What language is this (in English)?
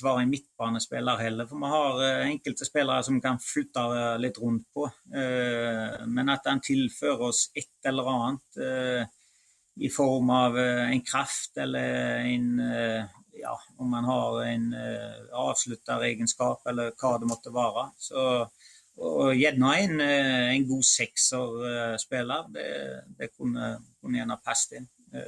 Norwegian